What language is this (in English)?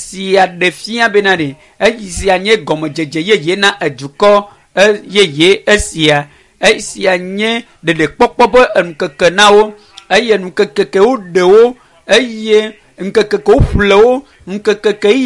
Ewe